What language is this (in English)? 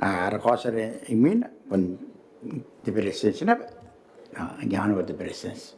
Gilbertese